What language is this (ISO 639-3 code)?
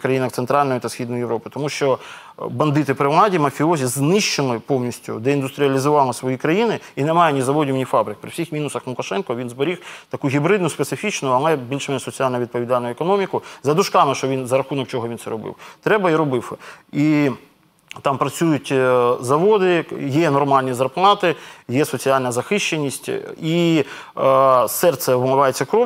ukr